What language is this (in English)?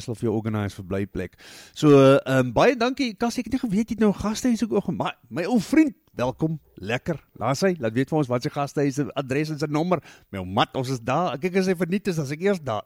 Afrikaans